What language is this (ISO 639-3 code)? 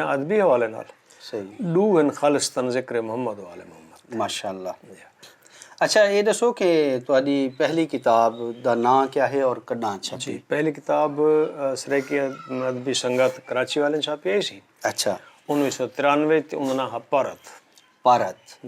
skr